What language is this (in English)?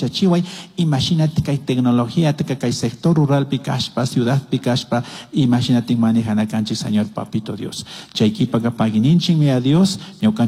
Chimborazo Highland Quichua